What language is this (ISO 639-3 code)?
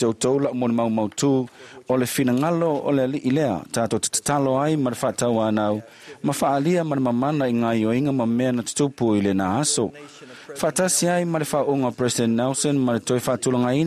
smo